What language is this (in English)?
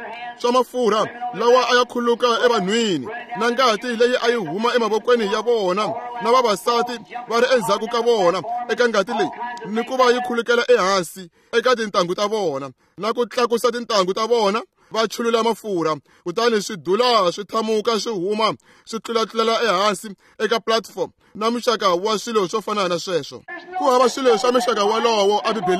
Tsonga